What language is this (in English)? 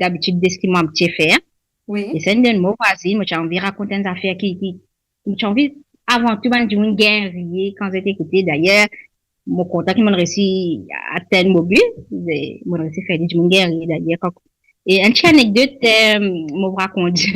Morisyen